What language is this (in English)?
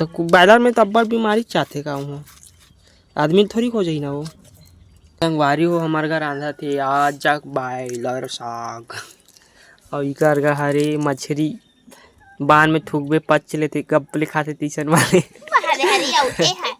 Chhattisgarhi